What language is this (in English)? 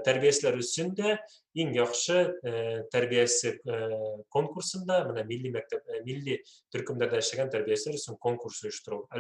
Bashkir